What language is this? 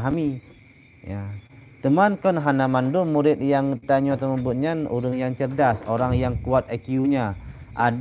Achinese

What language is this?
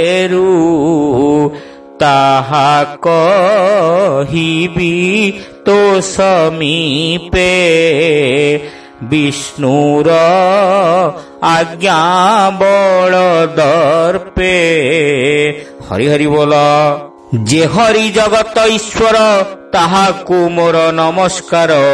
Odia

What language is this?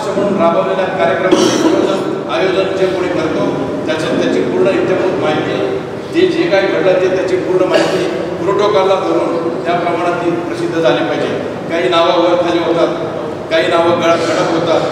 Marathi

